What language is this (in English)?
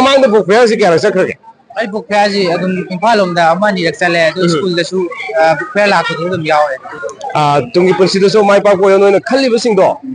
Manipuri